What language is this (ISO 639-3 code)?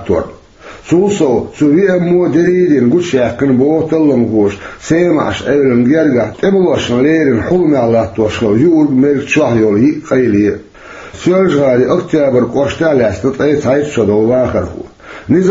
che